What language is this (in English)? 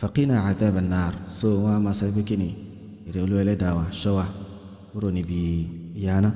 Yoruba